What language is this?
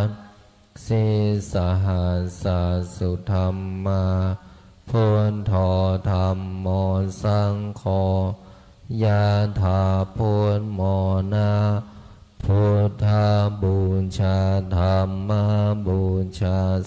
Pali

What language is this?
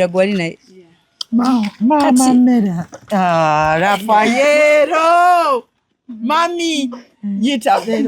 Ganda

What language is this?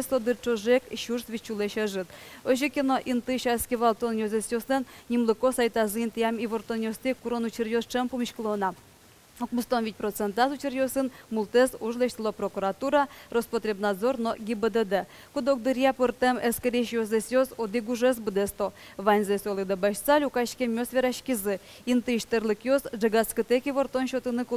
Udmurt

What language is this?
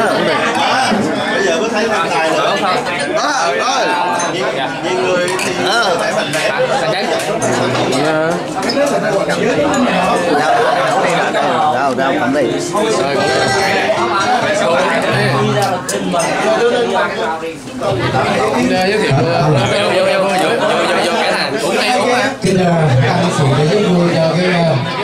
Vietnamese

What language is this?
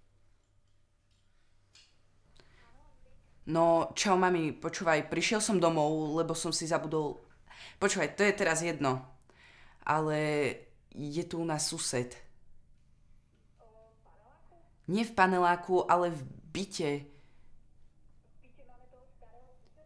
Slovak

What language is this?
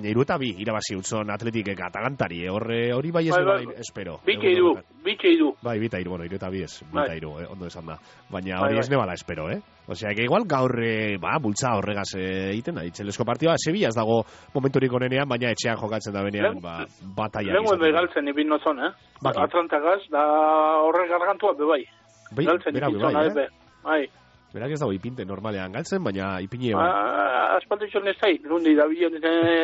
Basque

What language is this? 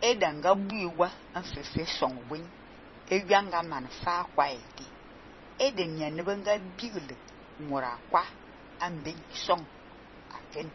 Fang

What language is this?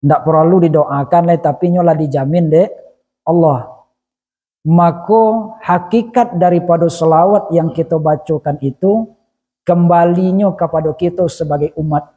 Minangkabau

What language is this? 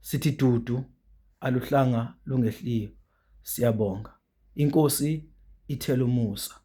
Zulu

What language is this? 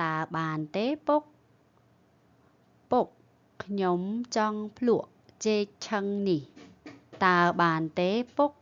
Khmer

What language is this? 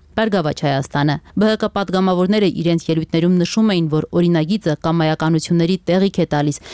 Armenian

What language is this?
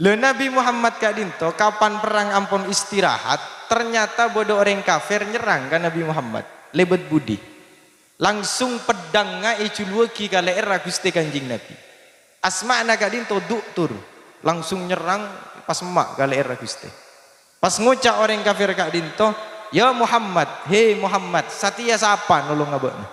Madurese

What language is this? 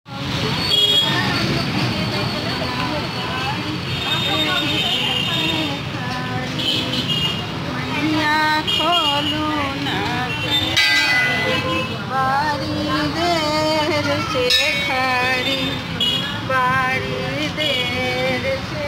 Bhojpuri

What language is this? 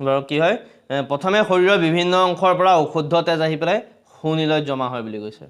Assamese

